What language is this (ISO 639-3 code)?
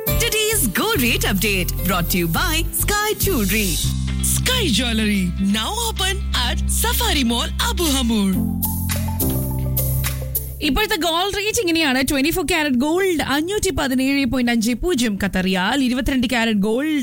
mal